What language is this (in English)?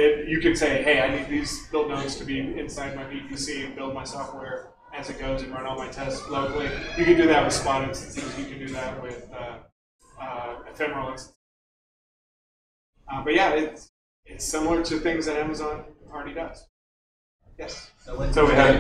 English